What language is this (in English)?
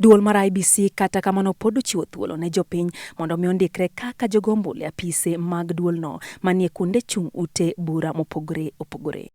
Luo (Kenya and Tanzania)